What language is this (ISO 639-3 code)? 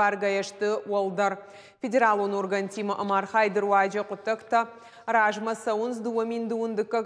oss